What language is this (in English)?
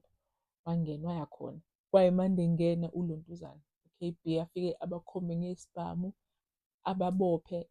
Zulu